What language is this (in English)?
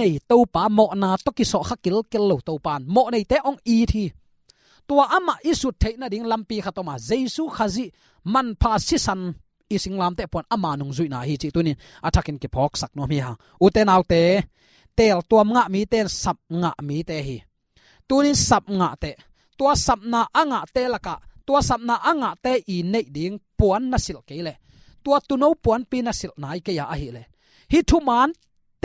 Tedim Chin